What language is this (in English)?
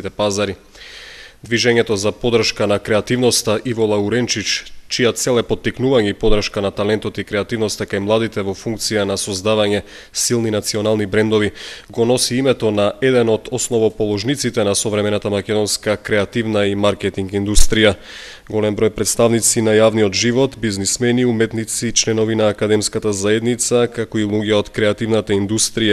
Macedonian